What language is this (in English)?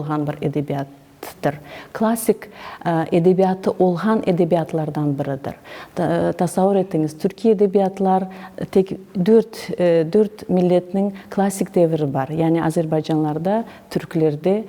Crimean Tatar